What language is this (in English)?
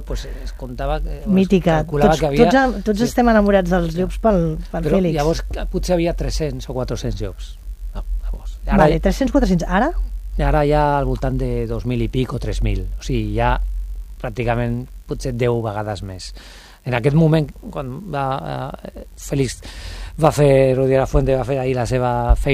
Catalan